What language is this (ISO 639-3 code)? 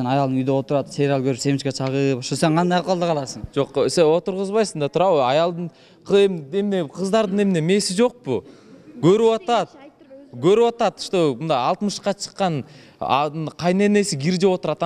kir